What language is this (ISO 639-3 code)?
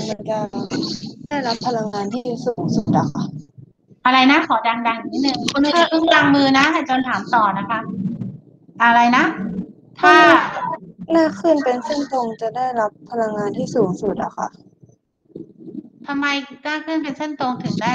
tha